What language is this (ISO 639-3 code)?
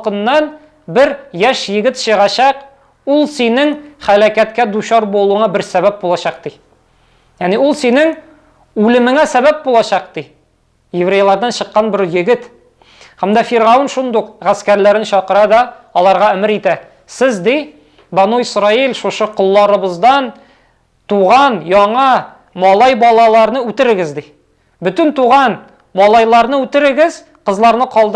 tat